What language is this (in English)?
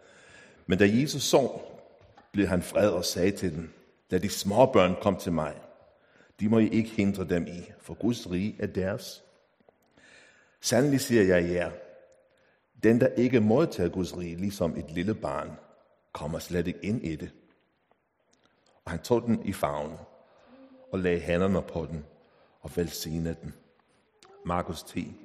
Danish